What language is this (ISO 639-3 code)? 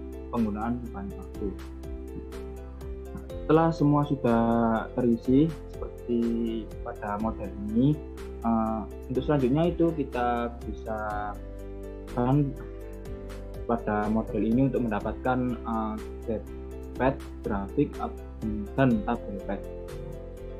ind